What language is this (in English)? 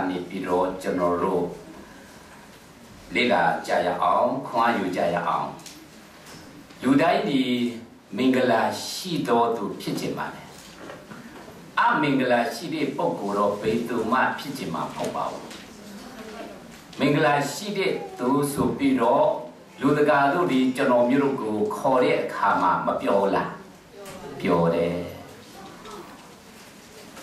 Burmese